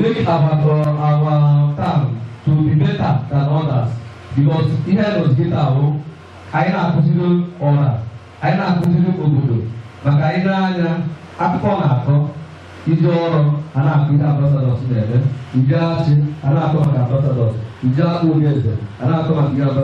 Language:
Igbo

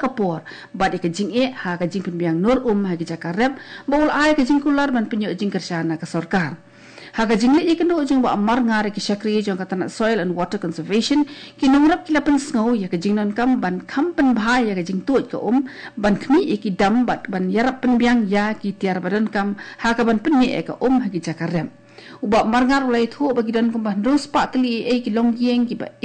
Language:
Khasi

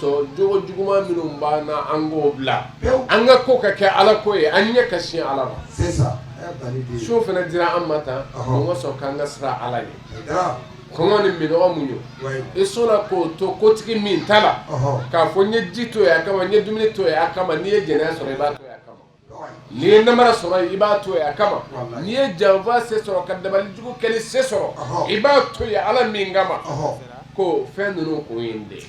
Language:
Bambara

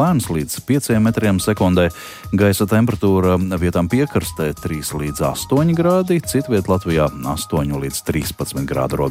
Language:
Latvian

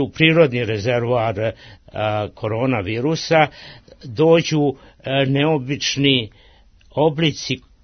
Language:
Serbian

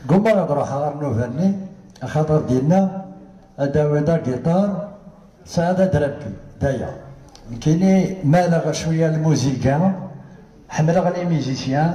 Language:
Kabyle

